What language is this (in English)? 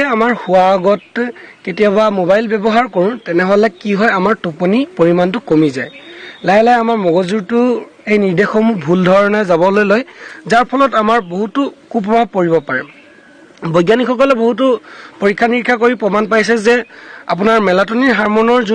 Assamese